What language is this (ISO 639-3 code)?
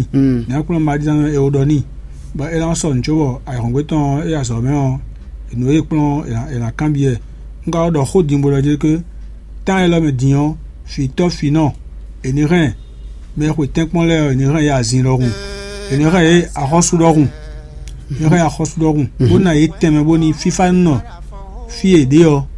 fon